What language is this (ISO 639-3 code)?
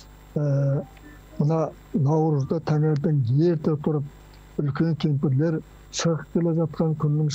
kaz